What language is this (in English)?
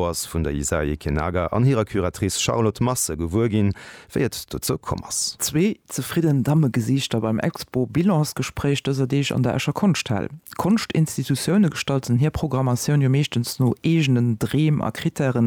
Luxembourgish